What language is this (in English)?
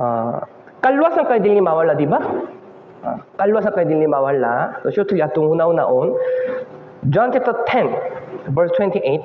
Cebuano